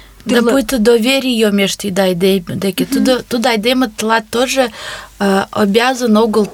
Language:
Mari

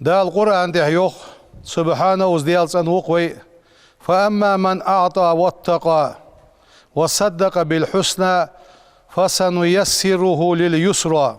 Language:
Ingush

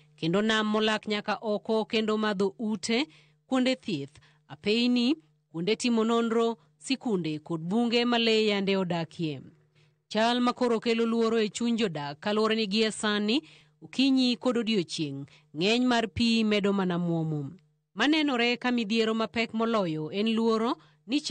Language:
Luo (Kenya and Tanzania)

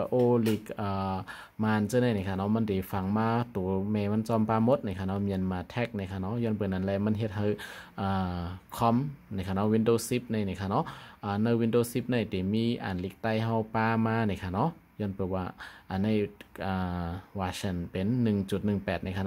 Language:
Shan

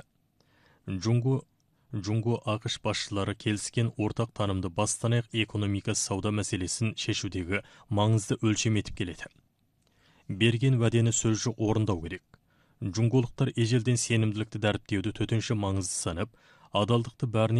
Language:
Kazakh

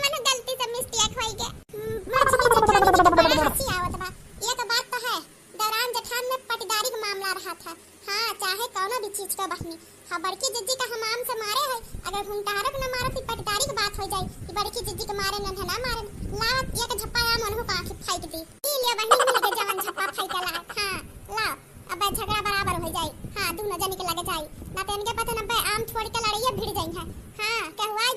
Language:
Awadhi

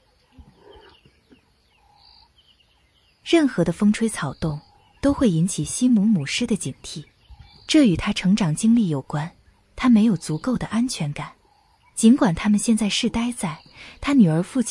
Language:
Chinese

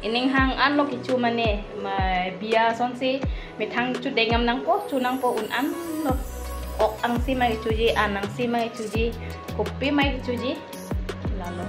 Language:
Karbi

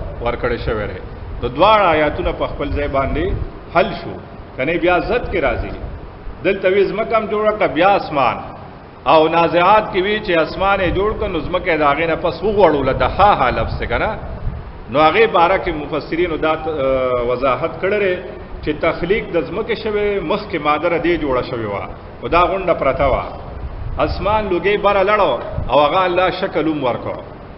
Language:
Pashto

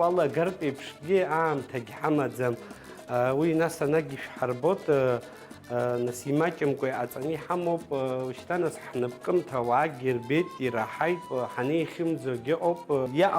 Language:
Abkhazian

